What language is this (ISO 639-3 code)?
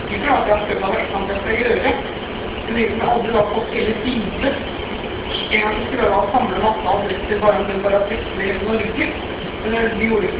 nor